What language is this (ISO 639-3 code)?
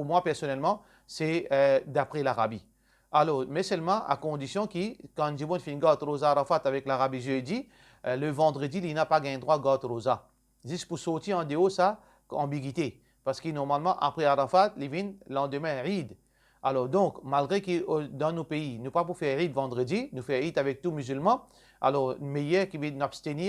mfe